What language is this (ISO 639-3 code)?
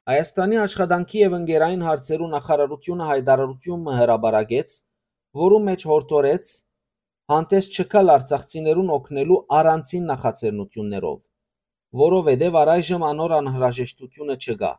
hyw